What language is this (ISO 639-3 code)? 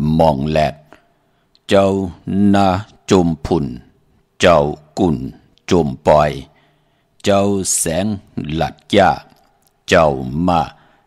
shn